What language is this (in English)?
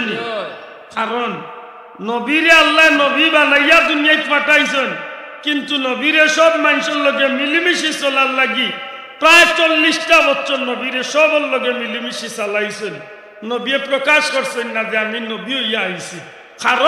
Sylheti